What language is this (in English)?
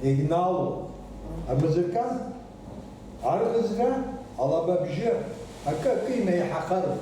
Abkhazian